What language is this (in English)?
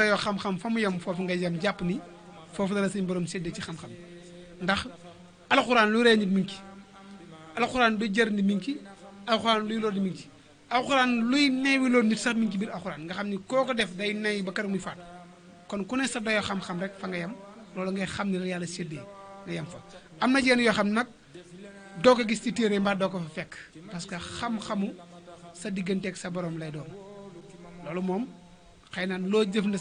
Wolof